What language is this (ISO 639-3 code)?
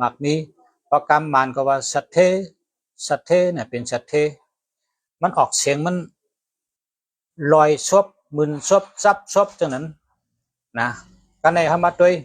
shn